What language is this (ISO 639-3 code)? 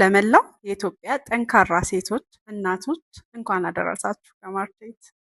amh